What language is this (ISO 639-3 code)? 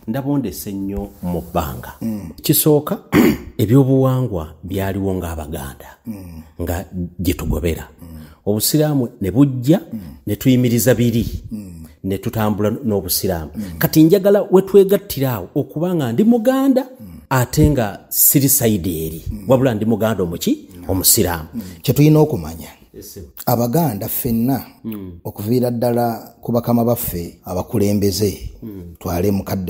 lug